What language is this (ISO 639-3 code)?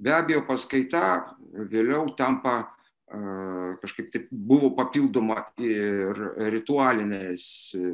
lit